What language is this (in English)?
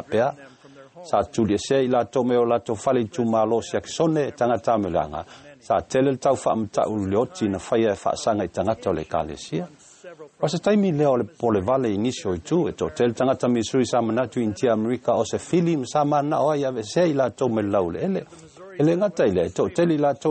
Samoan